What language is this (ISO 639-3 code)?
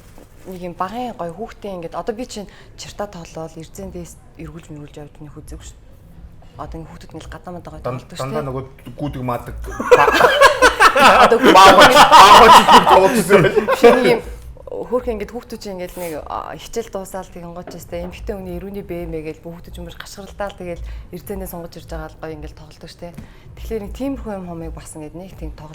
mon